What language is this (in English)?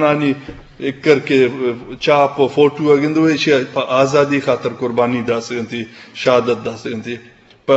Eastern Balochi